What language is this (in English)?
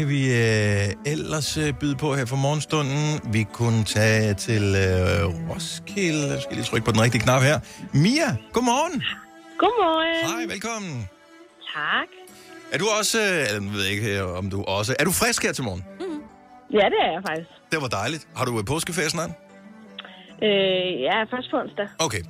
Danish